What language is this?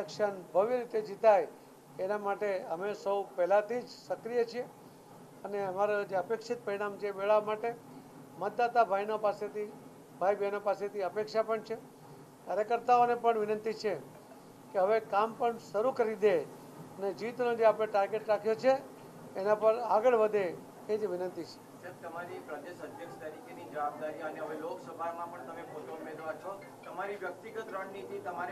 Gujarati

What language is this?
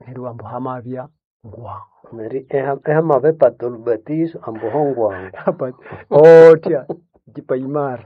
Nande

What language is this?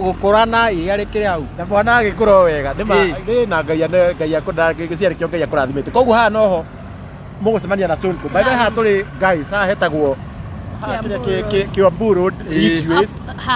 Kikuyu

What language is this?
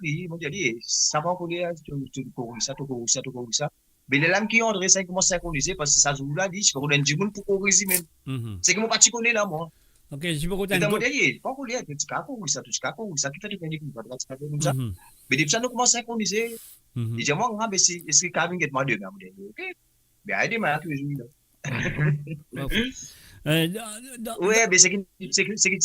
Morisyen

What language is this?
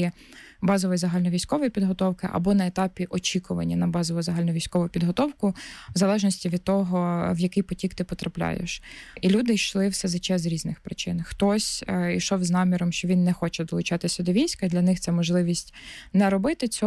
Ukrainian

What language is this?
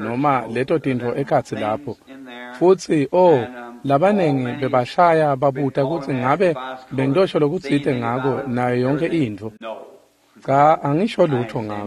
Swati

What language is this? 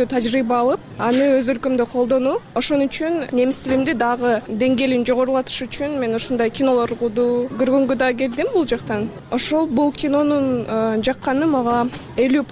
Kyrgyz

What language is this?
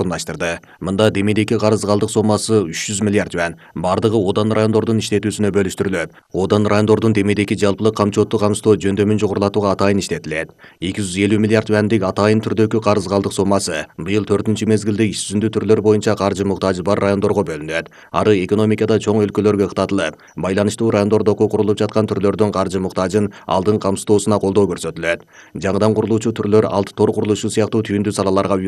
Kyrgyz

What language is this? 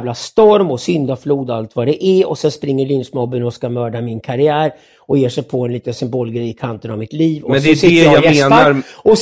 Swedish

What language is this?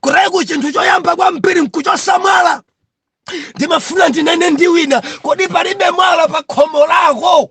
Nyanja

